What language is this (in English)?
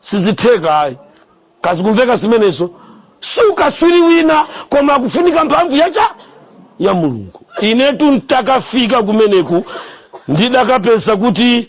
Nyanja